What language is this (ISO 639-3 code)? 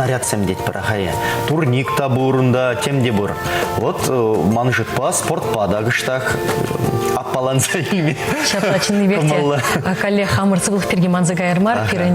chv